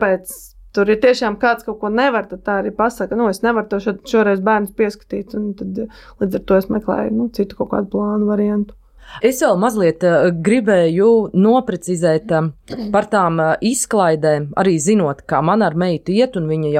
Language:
Latvian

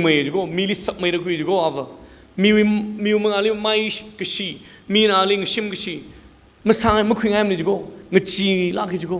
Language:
Tangkhul Naga (India)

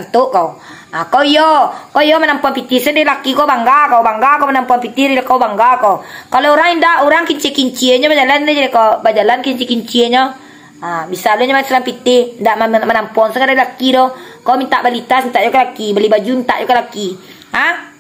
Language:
Minangkabau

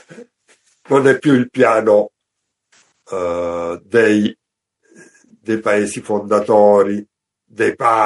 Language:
Italian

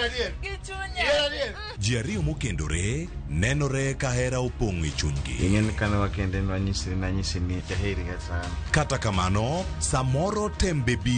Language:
Luo (Kenya and Tanzania)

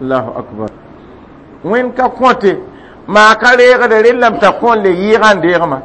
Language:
Mossi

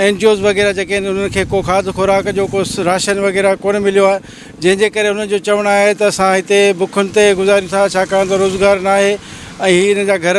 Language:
Sindhi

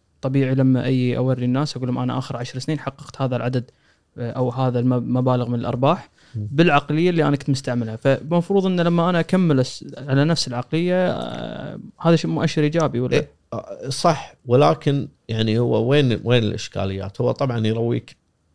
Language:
Gulf Arabic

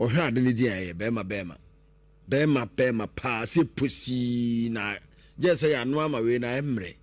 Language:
Akan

